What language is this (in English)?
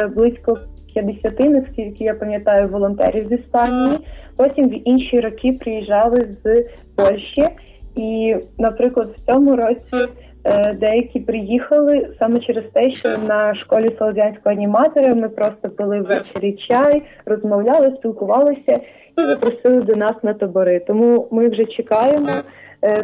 Ukrainian